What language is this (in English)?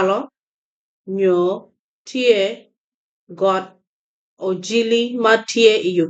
Acoli